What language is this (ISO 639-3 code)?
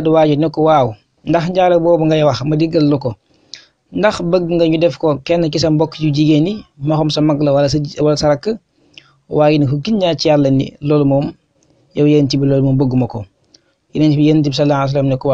wol